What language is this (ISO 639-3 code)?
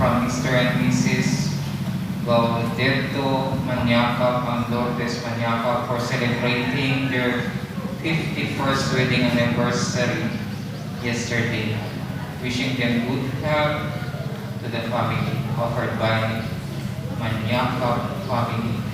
ceb